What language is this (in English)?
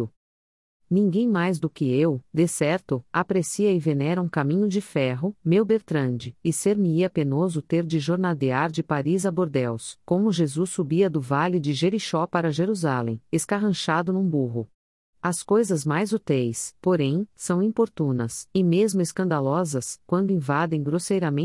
Portuguese